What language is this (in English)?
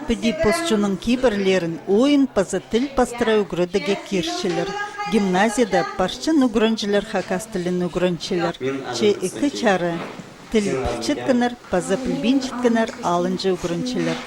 Khakas